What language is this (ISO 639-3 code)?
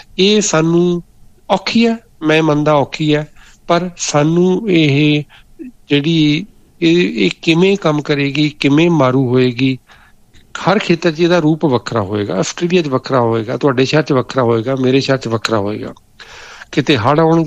pan